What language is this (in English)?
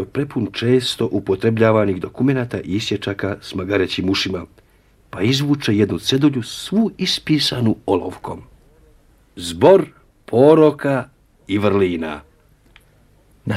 Croatian